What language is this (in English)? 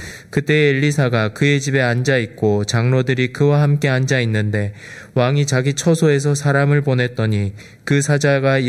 Korean